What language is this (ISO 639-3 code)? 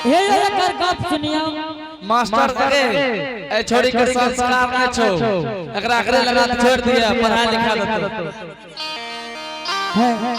anp